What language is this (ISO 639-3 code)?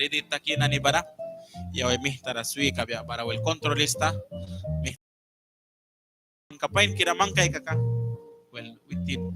miq